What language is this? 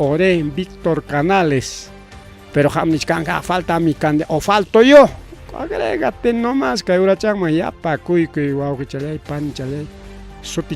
Ayacucho Quechua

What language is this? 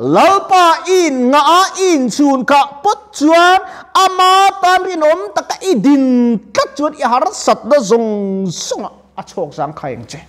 Mizo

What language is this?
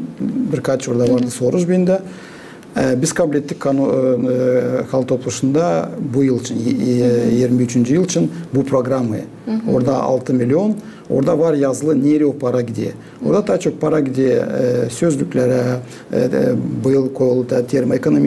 Gagauz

